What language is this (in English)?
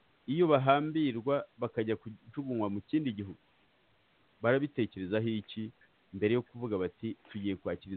Kinyarwanda